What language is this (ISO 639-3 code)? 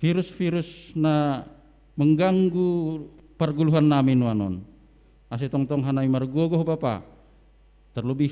bts